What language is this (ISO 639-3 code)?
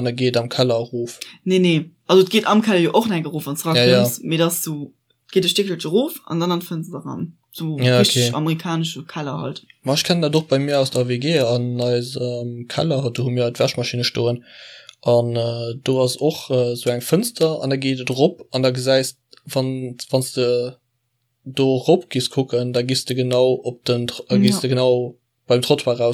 ltz